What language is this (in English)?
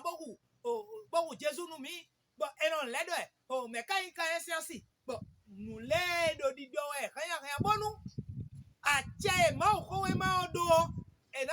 Fon